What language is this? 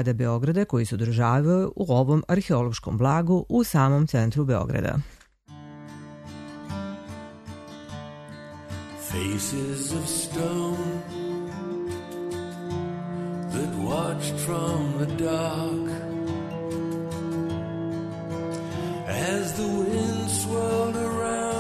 Serbian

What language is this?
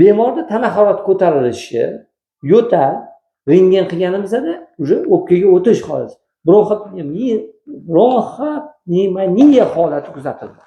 Uzbek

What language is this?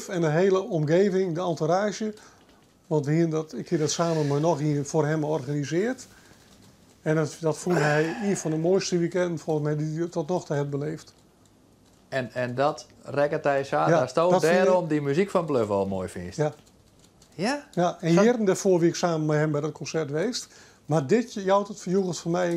Western Frisian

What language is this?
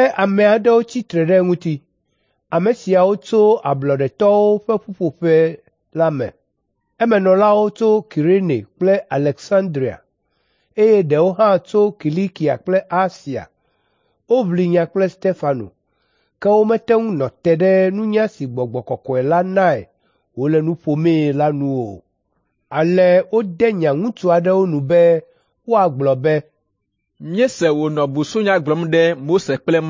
Ewe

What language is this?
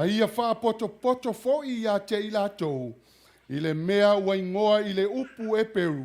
Samoan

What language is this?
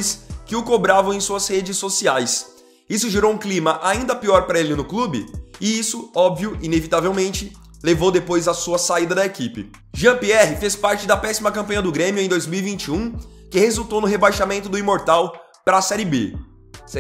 Portuguese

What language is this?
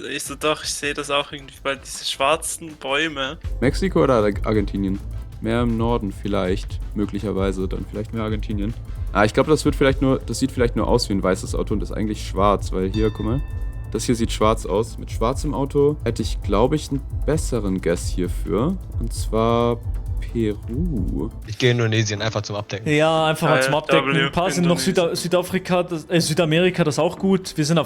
Swiss German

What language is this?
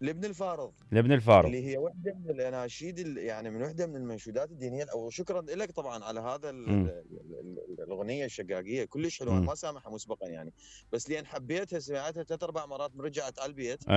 Mesopotamian Arabic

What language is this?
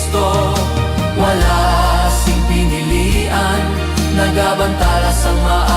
Hiligaynon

